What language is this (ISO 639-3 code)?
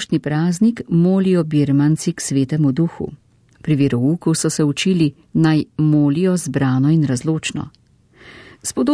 slv